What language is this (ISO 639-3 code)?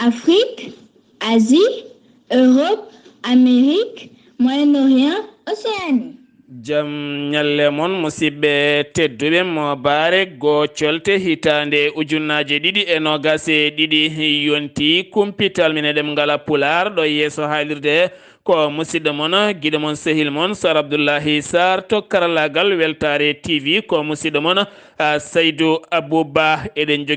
ful